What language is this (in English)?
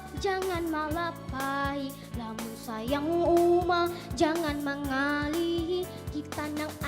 Banjar